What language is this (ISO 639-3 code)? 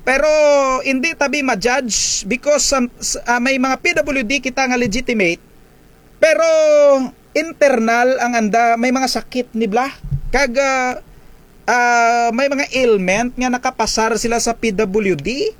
krj